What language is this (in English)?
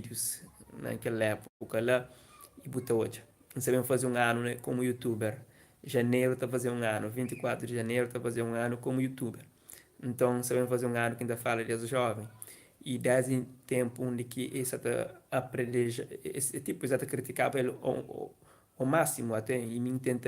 Kabuverdianu